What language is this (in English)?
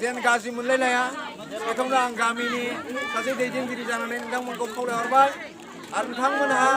Bodo